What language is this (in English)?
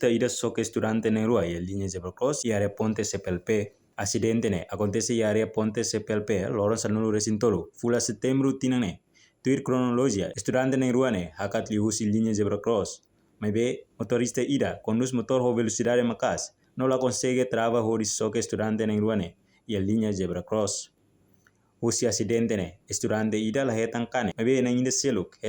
Tetum